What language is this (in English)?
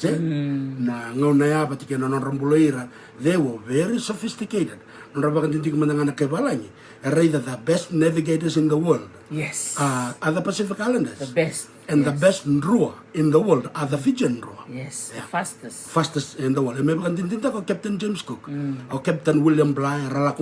Fijian